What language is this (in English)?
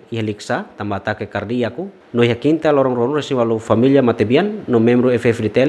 Tetum